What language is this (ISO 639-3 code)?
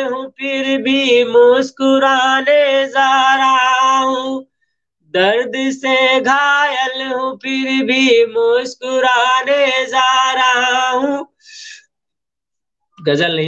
hin